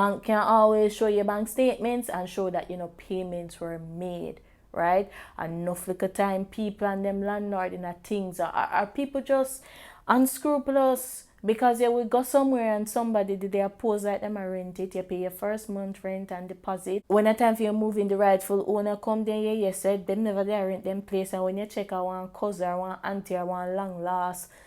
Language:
Jamaican Creole English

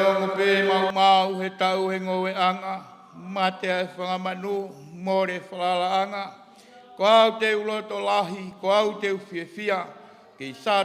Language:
Tongan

